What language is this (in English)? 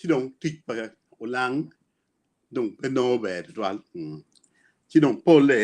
Acoli